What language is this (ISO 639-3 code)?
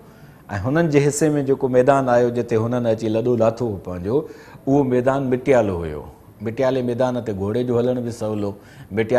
snd